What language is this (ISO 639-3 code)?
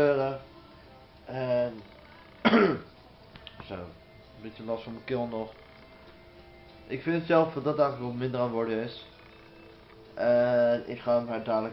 nld